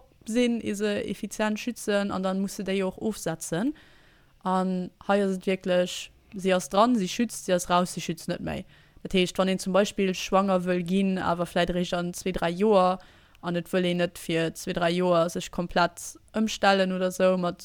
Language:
Luxembourgish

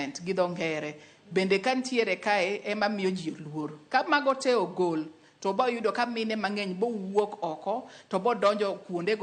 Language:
Luo (Kenya and Tanzania)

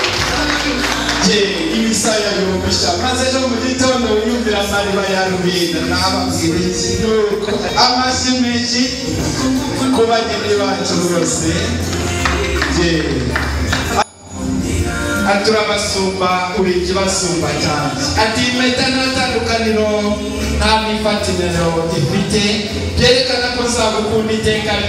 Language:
Kinyarwanda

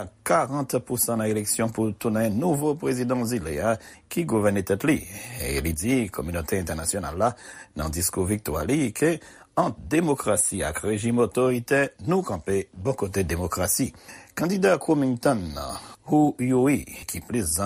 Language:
Haitian Creole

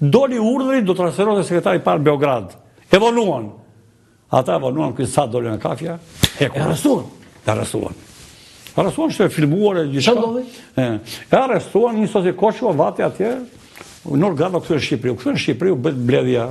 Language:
Albanian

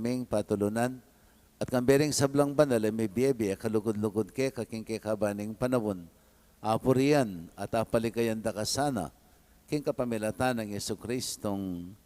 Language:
Pampanga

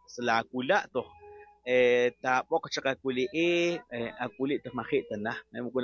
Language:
Kekchí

